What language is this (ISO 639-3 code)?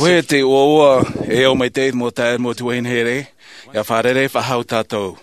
tah